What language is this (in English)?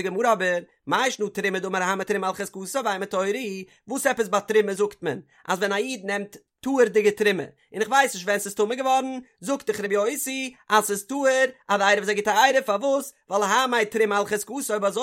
Yiddish